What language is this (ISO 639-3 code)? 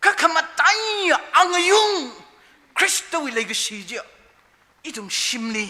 nmf